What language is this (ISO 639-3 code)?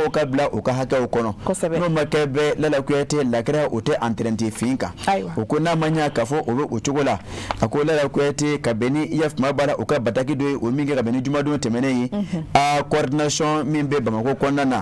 bam